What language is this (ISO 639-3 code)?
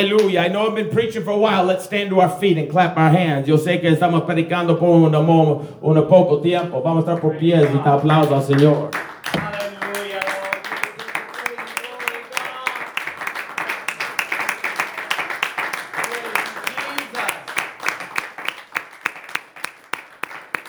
eng